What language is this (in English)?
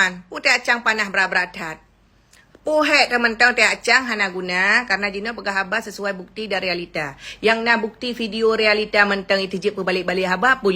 Achinese